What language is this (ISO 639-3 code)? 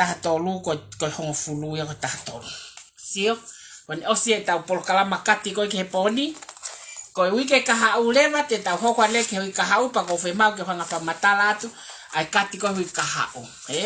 ton